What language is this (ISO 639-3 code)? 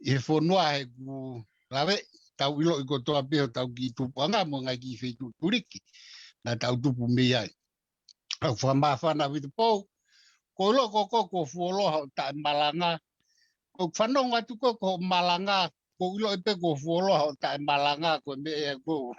ton